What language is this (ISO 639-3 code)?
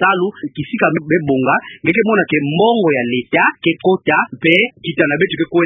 ktu